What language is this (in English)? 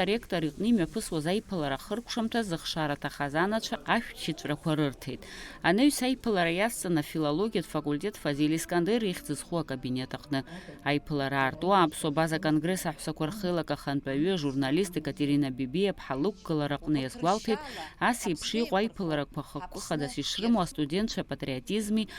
Abkhazian